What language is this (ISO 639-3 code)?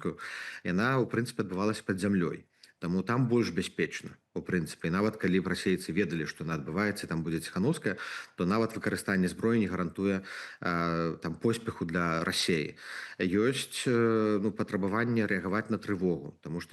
bel